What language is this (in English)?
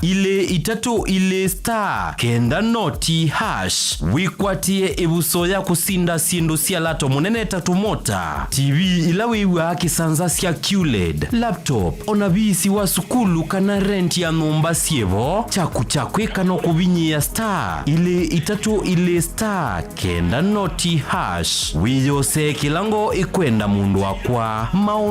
Kamba